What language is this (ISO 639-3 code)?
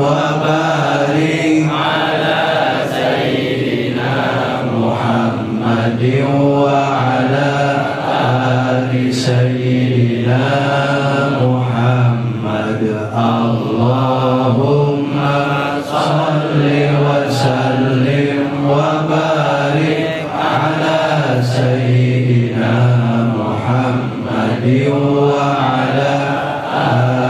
ara